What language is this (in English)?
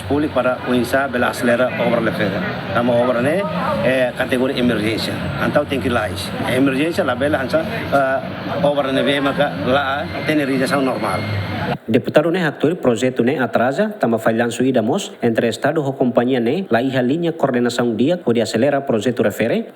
Tetum